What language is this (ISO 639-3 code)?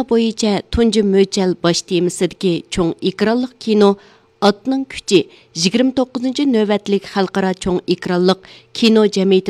uig